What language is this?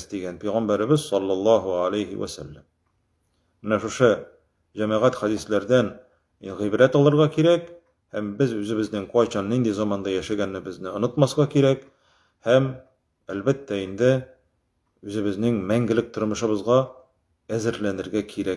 Tatar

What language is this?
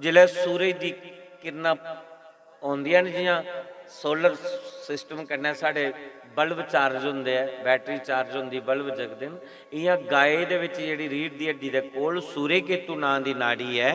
Dogri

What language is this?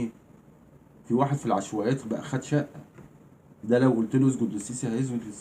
Egyptian Arabic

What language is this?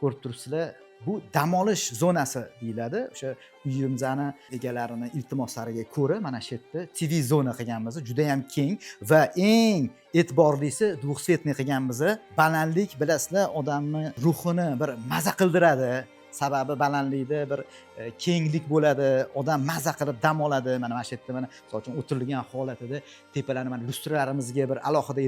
Uzbek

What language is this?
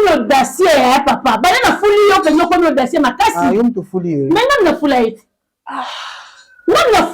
Lingala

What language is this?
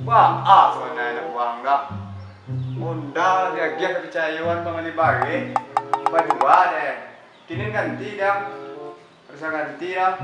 Minangkabau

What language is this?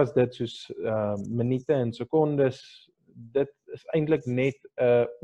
Afrikaans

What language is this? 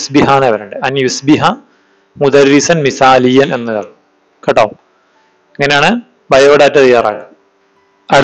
Malayalam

